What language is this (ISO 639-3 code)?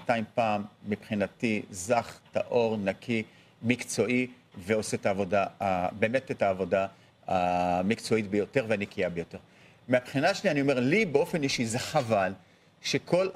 heb